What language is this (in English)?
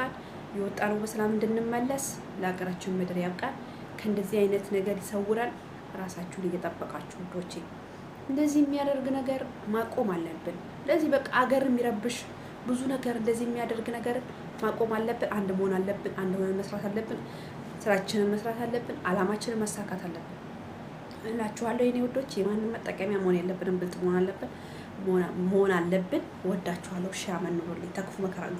Amharic